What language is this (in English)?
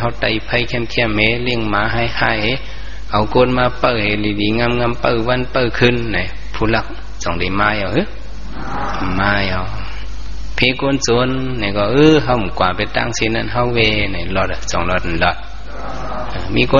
Shan